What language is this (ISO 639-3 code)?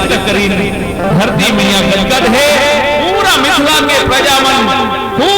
hne